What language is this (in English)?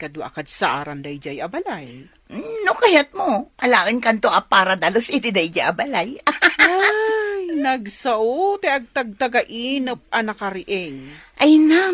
Iloko